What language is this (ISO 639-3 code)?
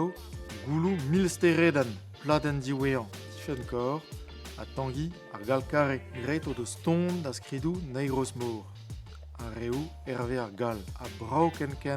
bre